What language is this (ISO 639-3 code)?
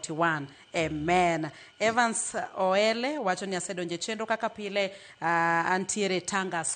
luo